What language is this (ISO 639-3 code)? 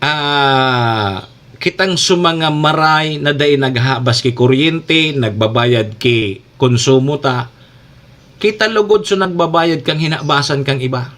bik